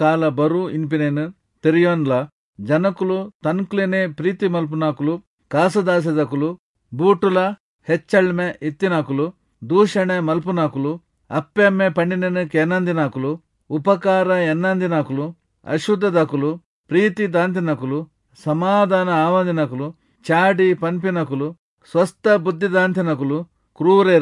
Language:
Tulu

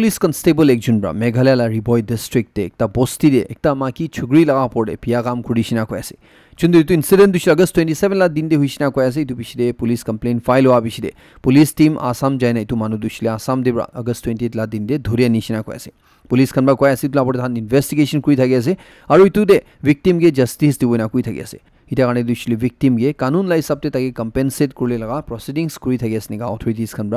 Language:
Naga Pidgin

